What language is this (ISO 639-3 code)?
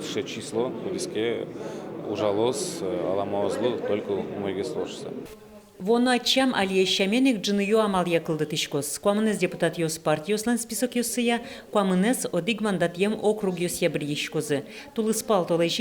udm